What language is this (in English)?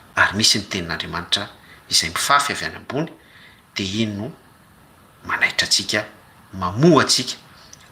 Malagasy